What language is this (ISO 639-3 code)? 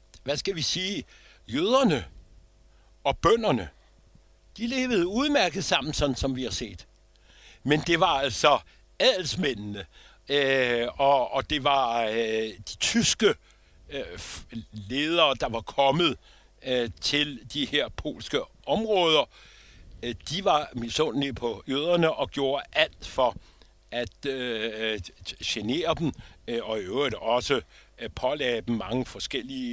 dan